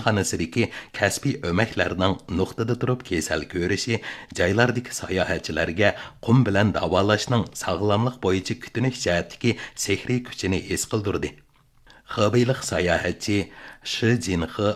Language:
Uyghur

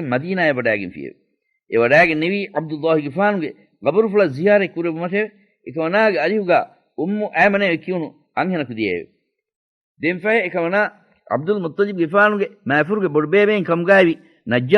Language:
Divehi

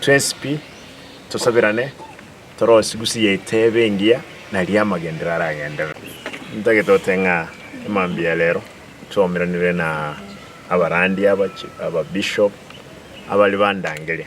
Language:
Gusii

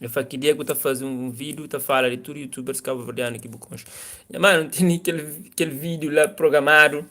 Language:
Kabuverdianu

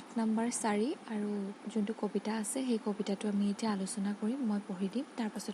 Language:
Assamese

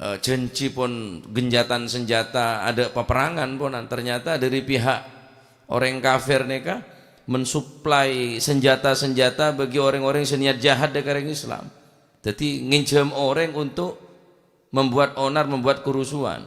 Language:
Madurese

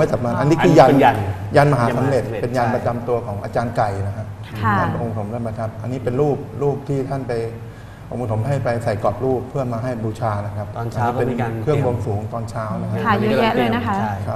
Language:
Thai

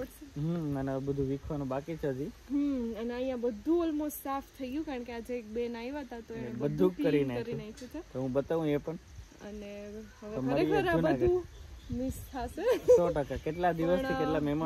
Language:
Gujarati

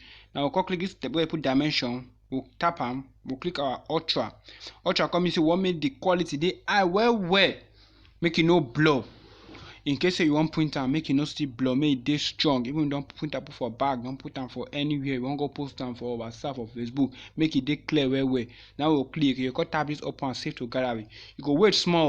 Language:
Nigerian Pidgin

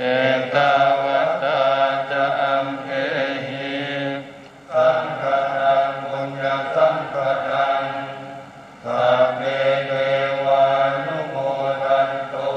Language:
Pali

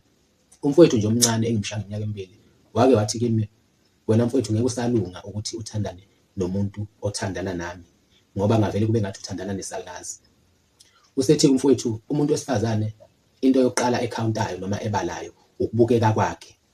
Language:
Zulu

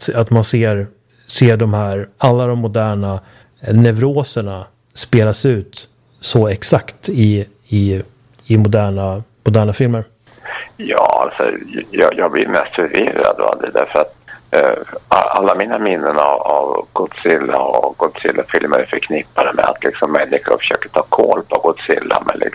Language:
Swedish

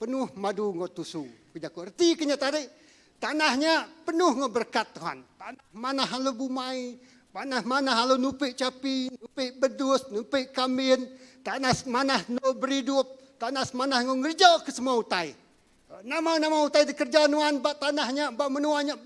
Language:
Iban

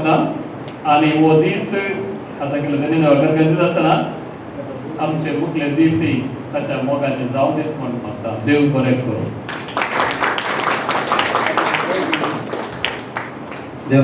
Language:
Konkani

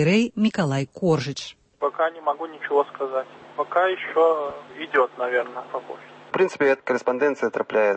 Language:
Belarusian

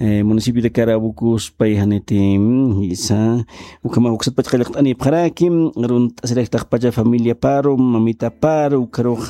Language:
Aymara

